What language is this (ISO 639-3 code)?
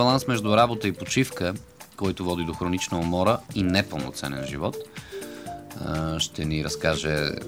bul